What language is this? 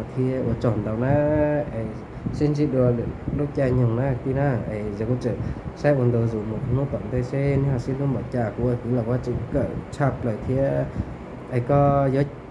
Hmong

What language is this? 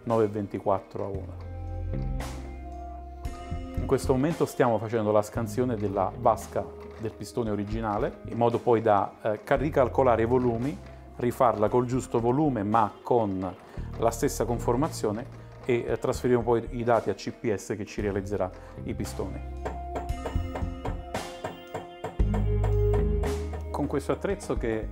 Italian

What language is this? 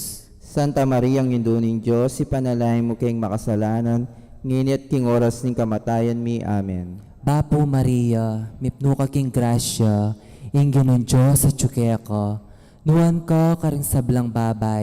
Pampanga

